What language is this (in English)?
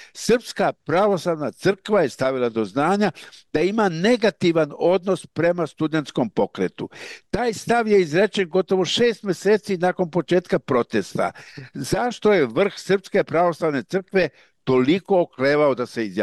Serbian